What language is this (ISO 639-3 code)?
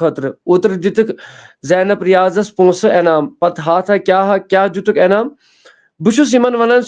kas